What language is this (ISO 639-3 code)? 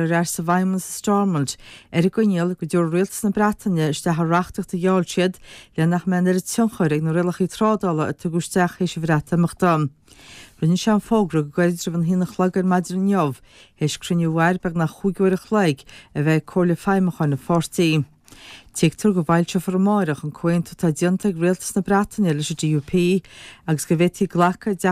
gle